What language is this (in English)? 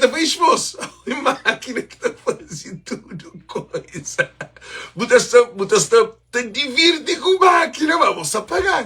Kabuverdianu